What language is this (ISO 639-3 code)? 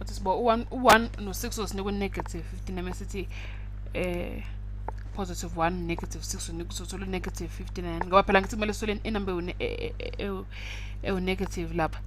zul